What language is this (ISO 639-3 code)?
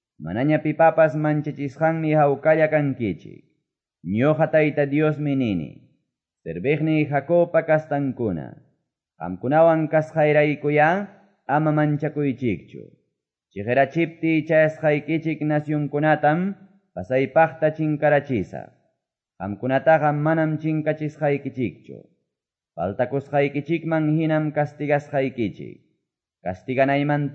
que